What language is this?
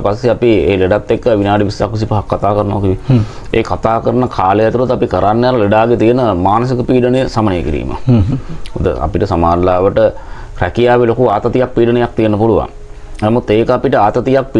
Sinhala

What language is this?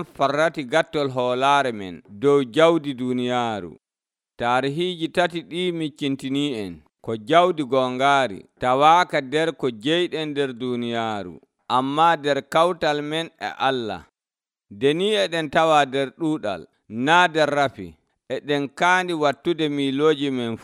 Nigerian Fulfulde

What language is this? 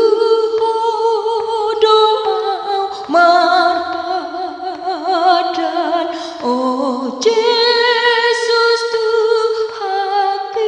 Batak Toba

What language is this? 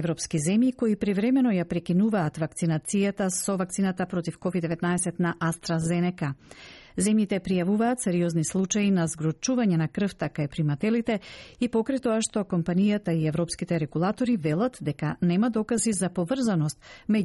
Macedonian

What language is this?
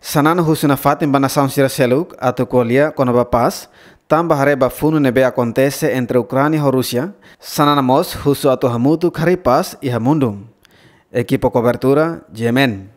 Tetum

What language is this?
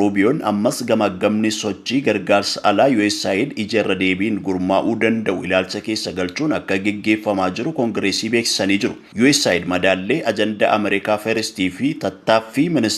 Oromo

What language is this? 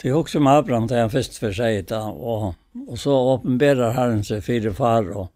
Faroese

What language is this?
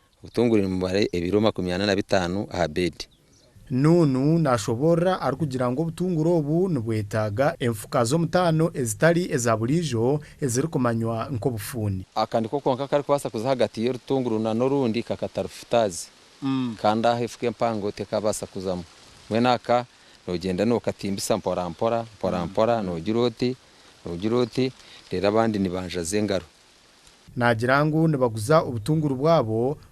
Nyankole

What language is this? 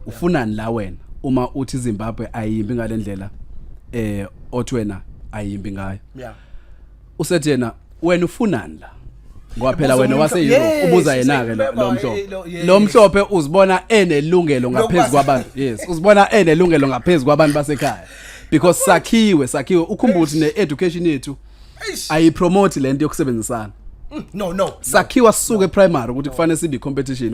Zulu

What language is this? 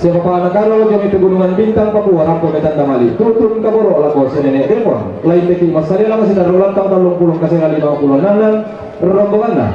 Toraja-Sa'dan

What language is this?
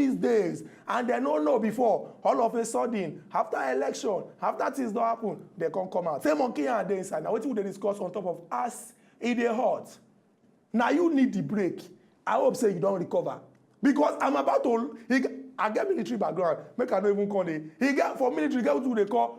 Nigerian Pidgin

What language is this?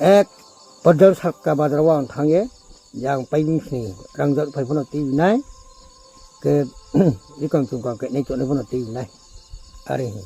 Riang (India)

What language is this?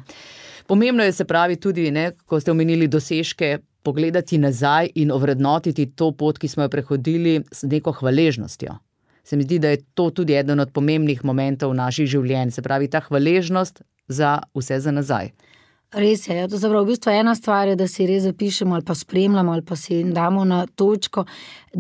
Slovenian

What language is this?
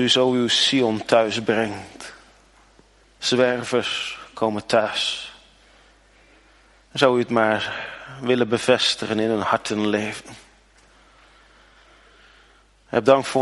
Dutch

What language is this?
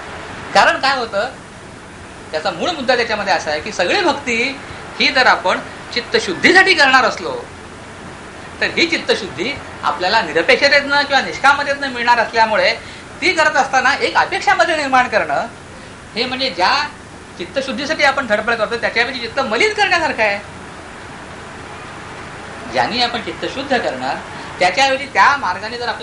Marathi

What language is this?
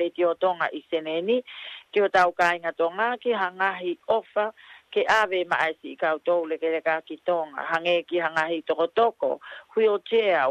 Tongan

